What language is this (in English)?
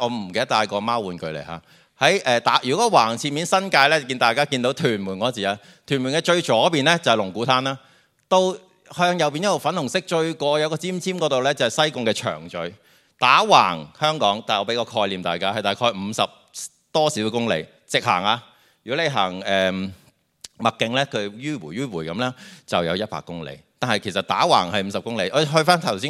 Cantonese